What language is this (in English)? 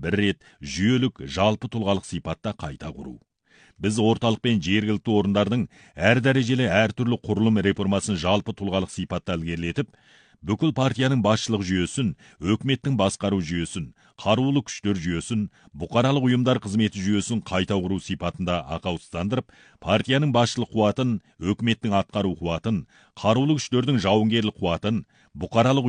Kazakh